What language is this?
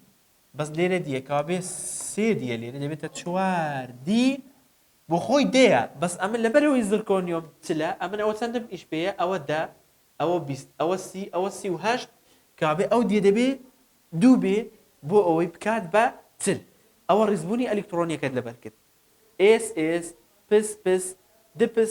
Central Kurdish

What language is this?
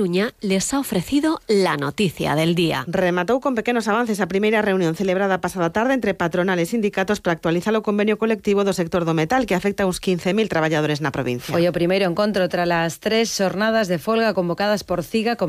Galician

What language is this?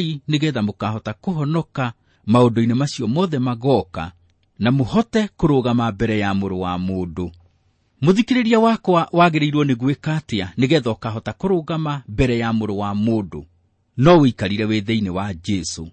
Kikuyu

